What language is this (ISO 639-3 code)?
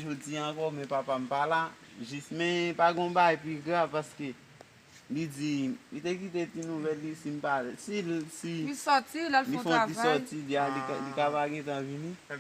hat